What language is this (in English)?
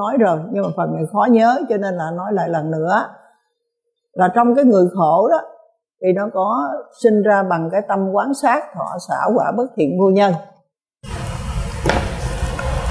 Vietnamese